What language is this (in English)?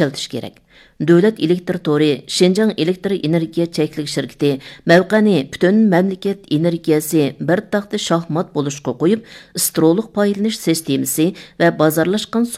Uyghur